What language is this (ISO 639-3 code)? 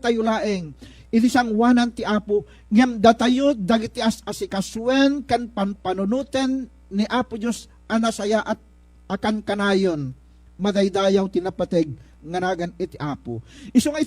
ilo